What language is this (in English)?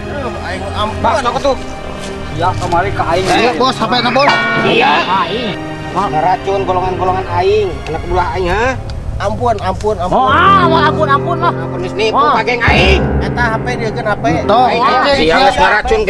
Sundanese